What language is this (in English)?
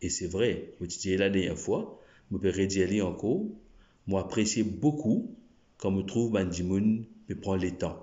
Morisyen